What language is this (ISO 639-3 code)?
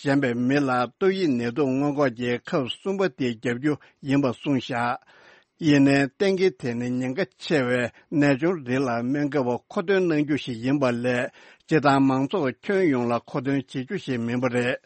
bod